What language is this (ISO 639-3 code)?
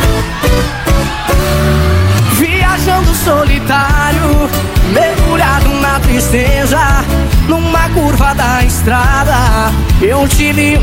por